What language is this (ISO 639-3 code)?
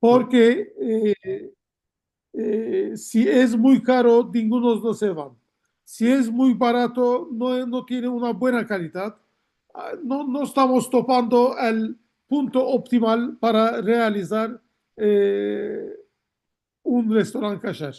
lad